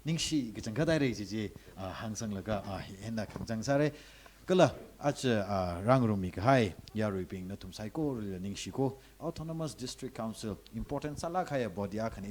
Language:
Tangkhul Naga (India)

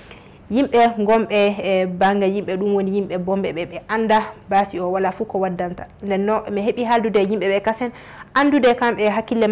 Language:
Fula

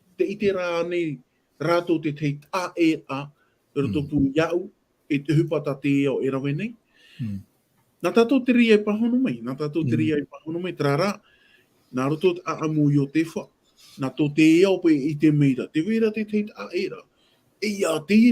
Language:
Tahitian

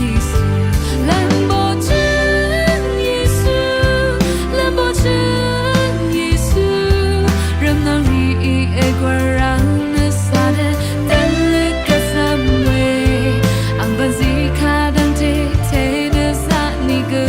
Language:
Rawang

